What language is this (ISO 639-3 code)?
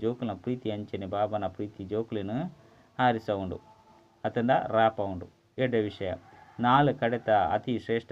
tcy